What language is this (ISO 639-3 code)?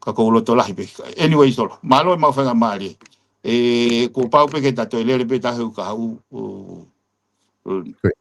ton